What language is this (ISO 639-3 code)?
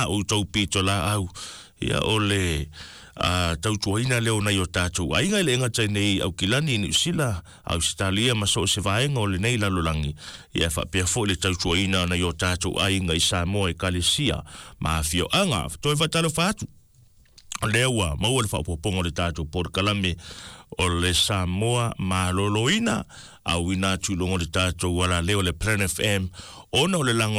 smo